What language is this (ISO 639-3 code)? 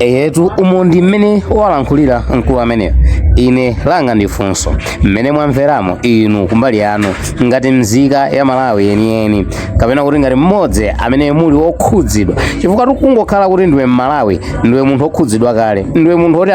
nya